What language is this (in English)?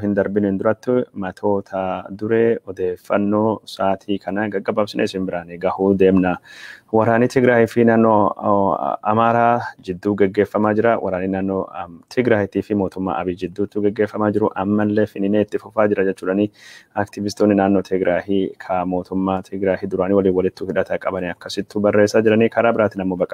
Oromo